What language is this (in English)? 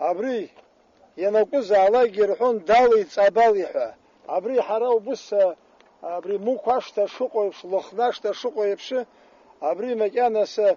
Abkhazian